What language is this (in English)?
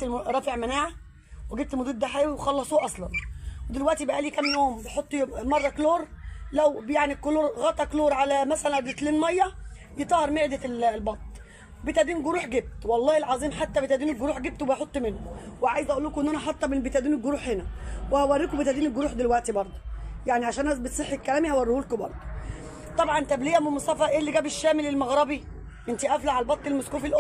Egyptian Arabic